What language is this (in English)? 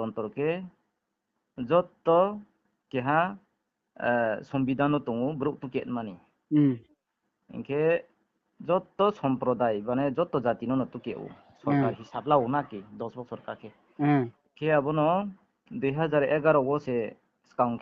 Riang (India)